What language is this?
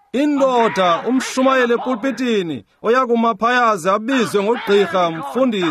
Xhosa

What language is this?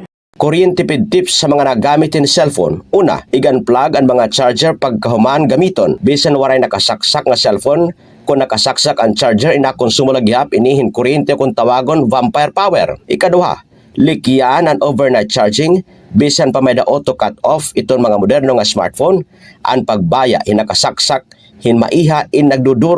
Waray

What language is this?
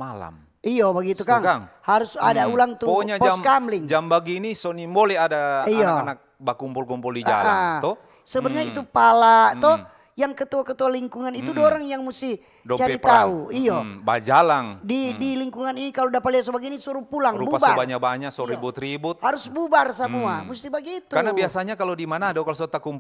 Manado Malay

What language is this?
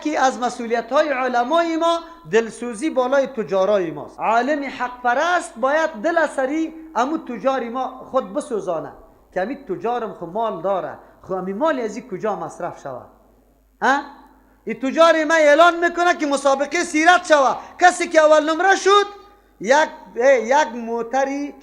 Persian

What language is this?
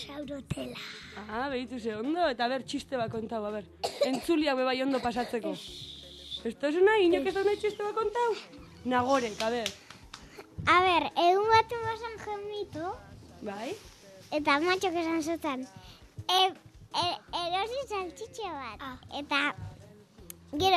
Basque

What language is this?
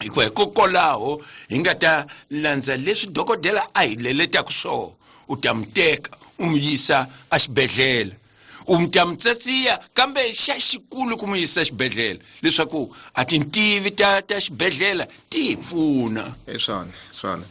Tsonga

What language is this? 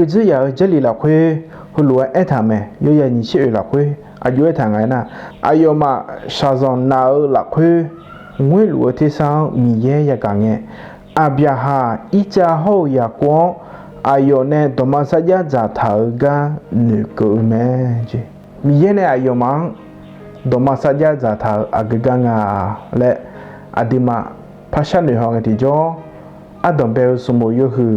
Akha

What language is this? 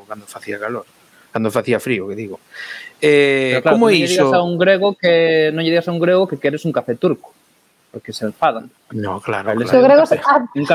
Galician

